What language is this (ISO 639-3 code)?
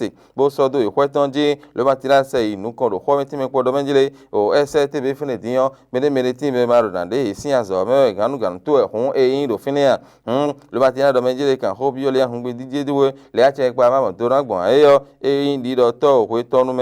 fon